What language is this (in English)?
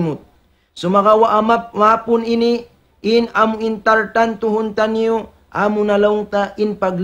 Tausug